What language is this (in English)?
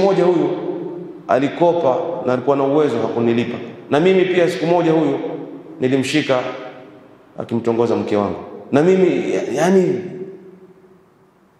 Swahili